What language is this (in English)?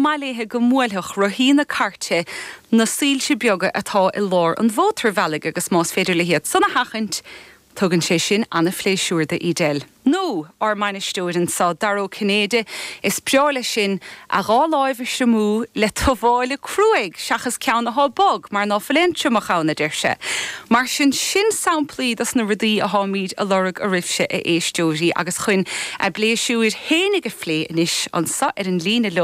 Irish